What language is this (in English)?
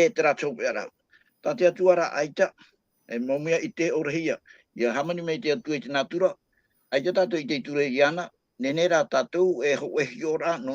Tahitian